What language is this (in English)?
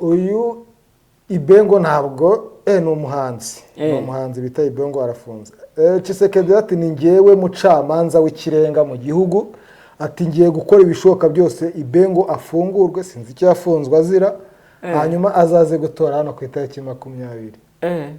Kinyarwanda